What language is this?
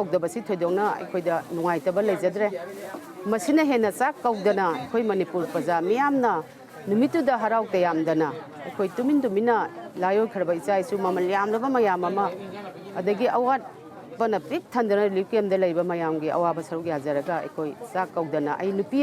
Manipuri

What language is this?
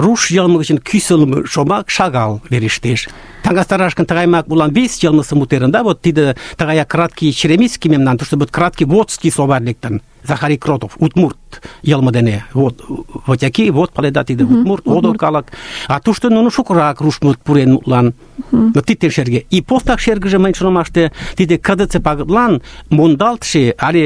Mari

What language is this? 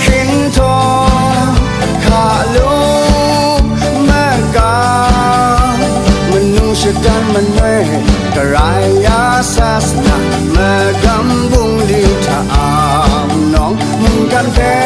Kachin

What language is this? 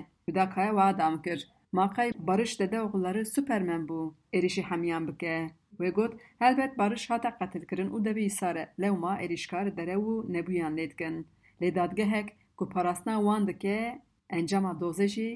Kurdish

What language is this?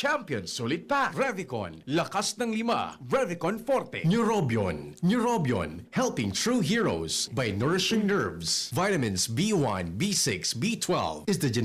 Bikol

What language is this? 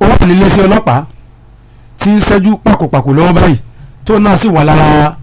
Yoruba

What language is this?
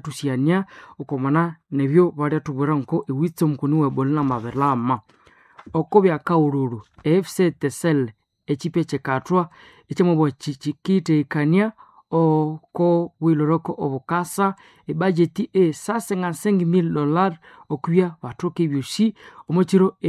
Nande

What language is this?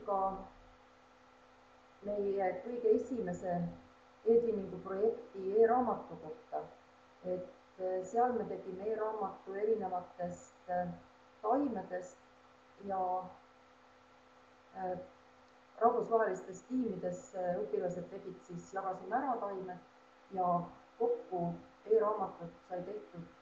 Estonian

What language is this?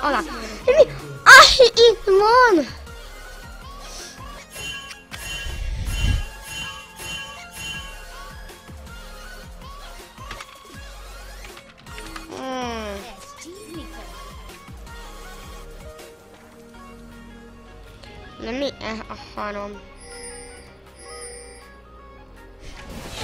Hungarian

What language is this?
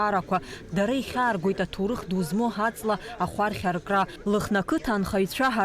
Abkhazian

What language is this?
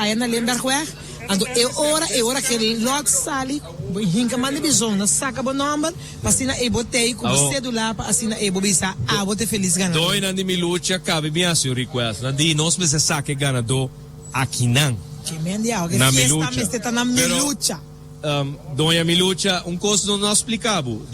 Papiamento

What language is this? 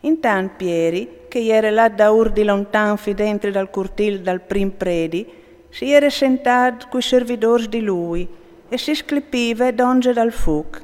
Friulian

